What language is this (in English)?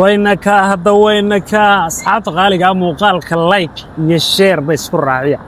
Somali